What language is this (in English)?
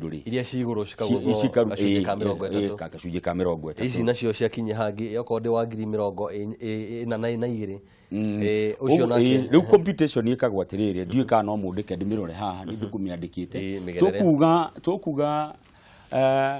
Kikuyu